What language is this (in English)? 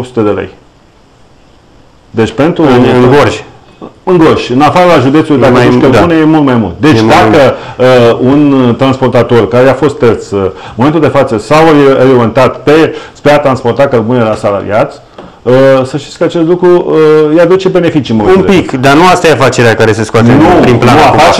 Romanian